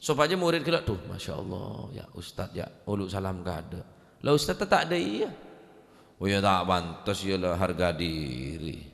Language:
Madurese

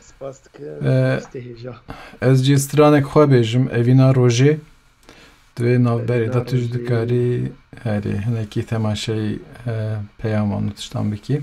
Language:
Kurdish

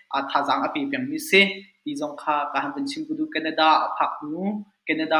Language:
Hakha Chin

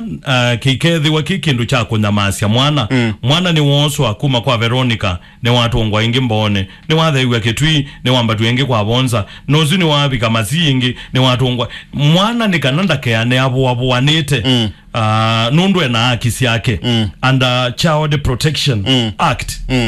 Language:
Kamba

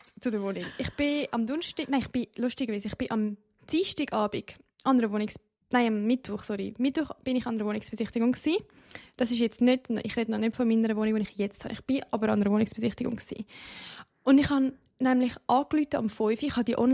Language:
Swiss German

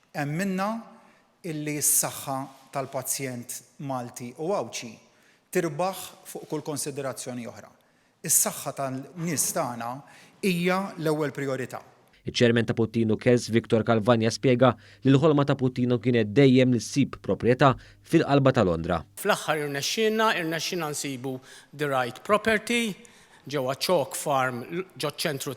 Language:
Maltese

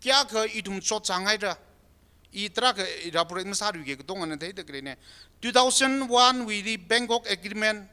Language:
Tangkhul Naga (India)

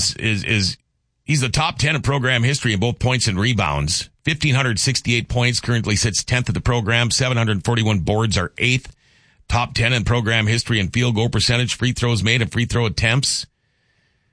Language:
English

